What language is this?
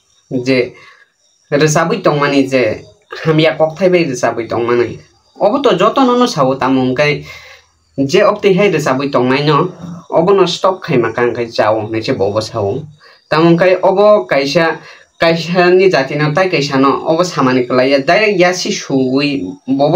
Kok Borok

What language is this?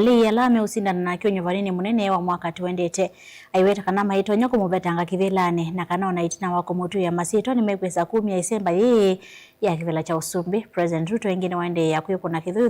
Kamba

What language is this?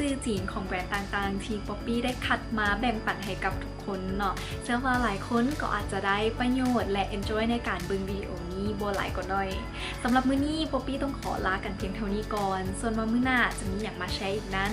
Lao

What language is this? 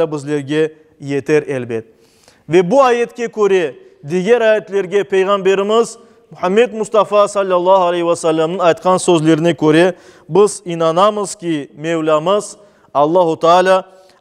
Crimean Tatar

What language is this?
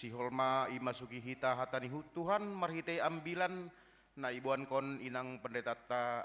Batak Simalungun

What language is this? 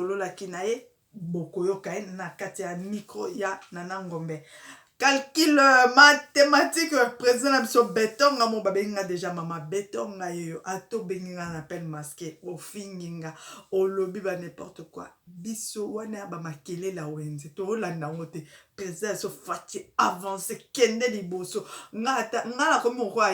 Lingala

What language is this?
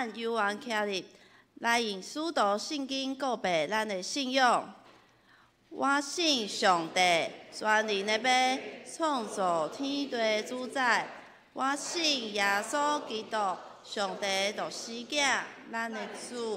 Min Nan Chinese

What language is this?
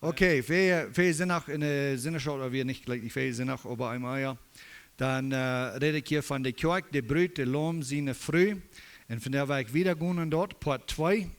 Plautdietsch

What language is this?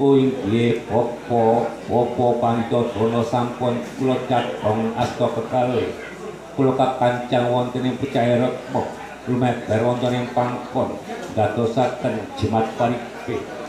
Javanese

